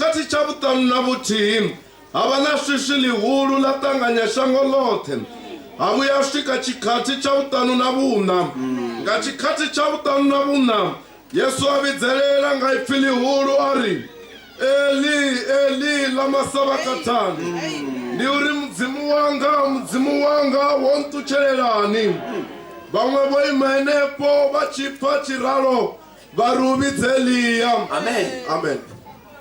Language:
Venda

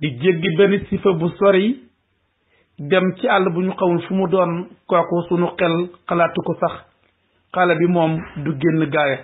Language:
Wolof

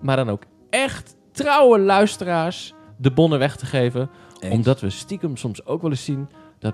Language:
Dutch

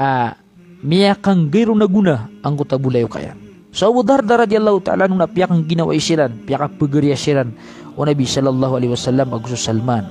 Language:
Maranao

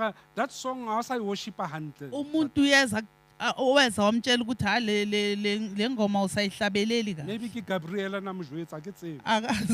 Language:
Southern Sotho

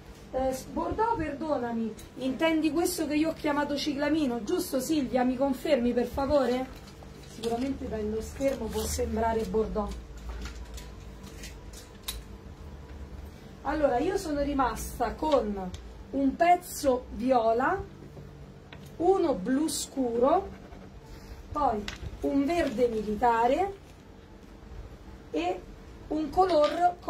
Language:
Italian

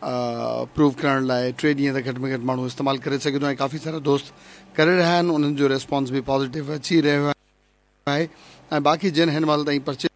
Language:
Sindhi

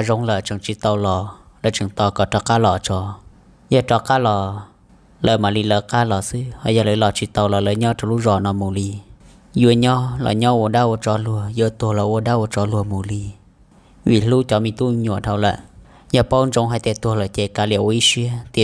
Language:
Hmong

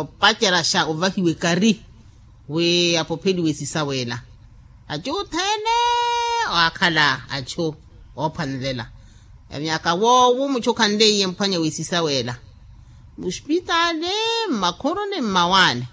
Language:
Makhuwa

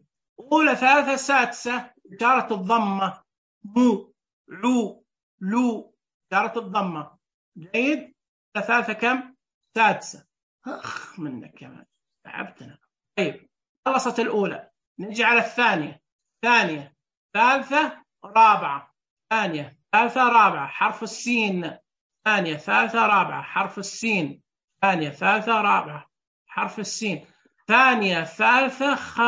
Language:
Najdi Arabic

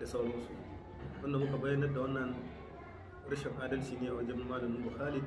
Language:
Hausa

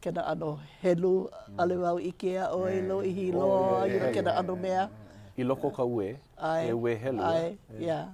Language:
Hawaiian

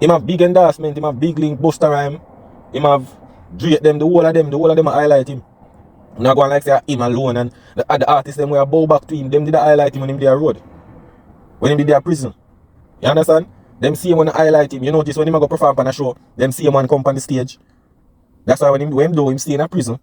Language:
Jamaican Creole English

